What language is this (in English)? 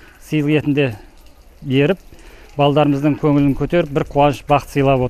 Kazakh